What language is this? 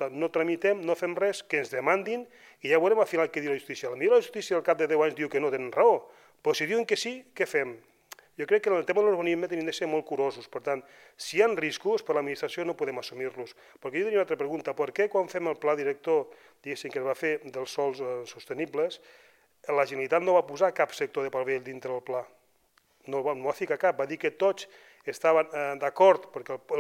Catalan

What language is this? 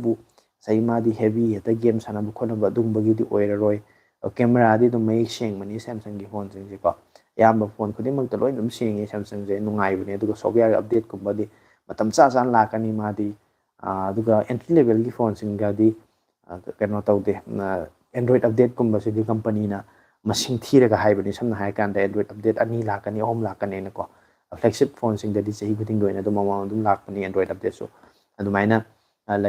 Manipuri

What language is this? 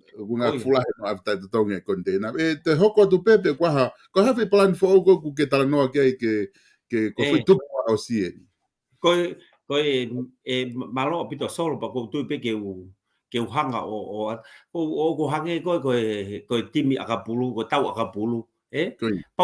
Tongan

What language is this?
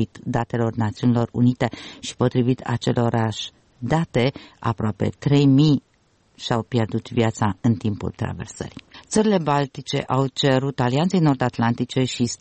Romanian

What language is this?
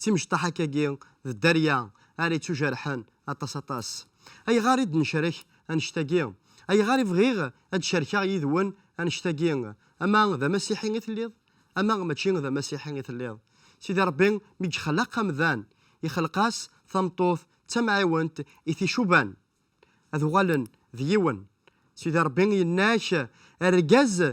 Kabyle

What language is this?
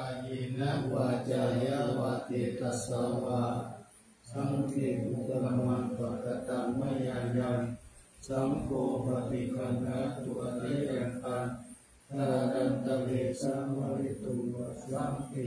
Pali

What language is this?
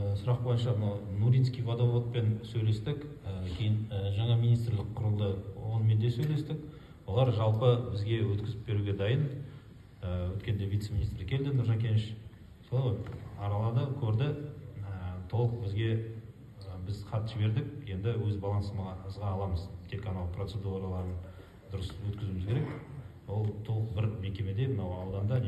Kazakh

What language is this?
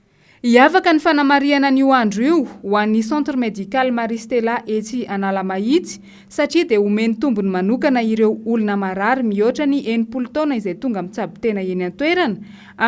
Malagasy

